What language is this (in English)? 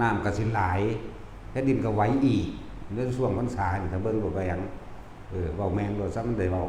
Northeastern Thai